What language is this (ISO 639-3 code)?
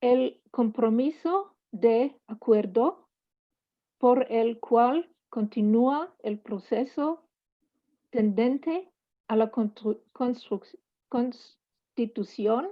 lad